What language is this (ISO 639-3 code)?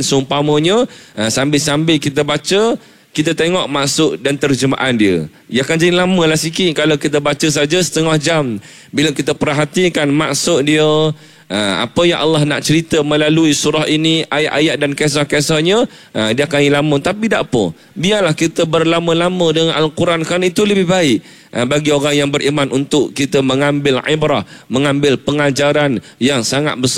msa